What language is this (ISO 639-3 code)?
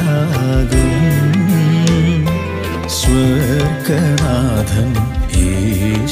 mal